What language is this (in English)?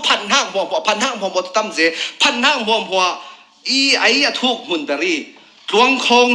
Falam Chin